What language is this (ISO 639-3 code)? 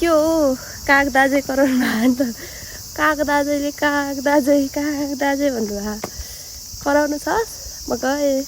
nep